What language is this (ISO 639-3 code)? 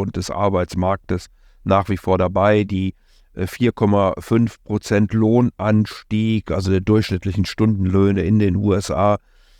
deu